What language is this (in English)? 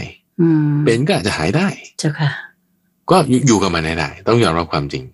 Thai